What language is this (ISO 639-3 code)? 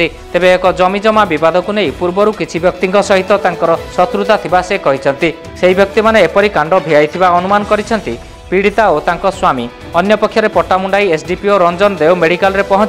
ori